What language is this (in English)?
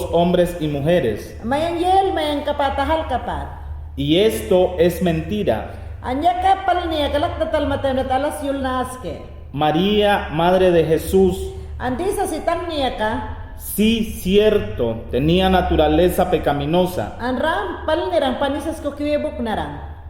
Mayangna